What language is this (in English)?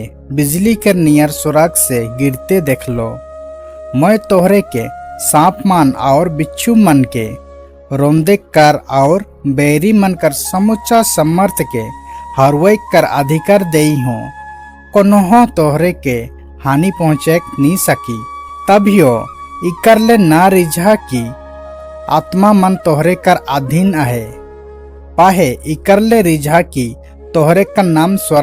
Sadri